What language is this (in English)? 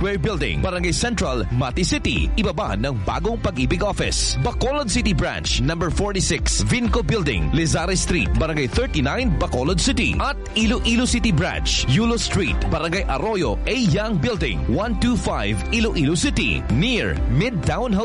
Filipino